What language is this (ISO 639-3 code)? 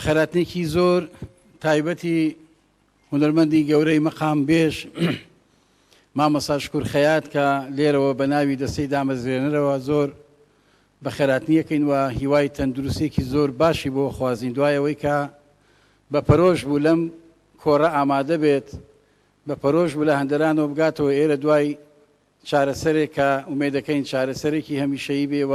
ckb